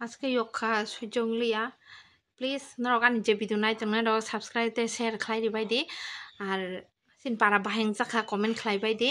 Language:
Kok Borok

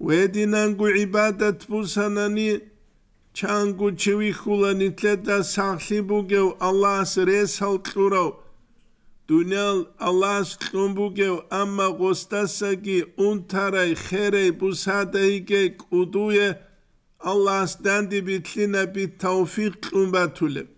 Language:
Avaric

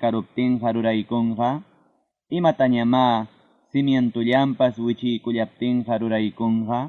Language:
Ayacucho Quechua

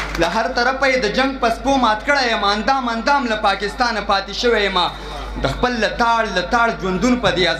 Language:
Pashto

